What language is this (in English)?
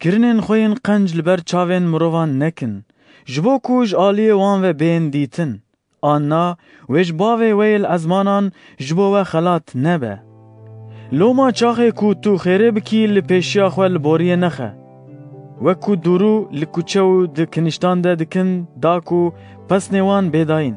Kurdish